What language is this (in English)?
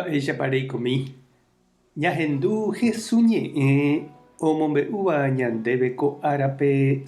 Guarani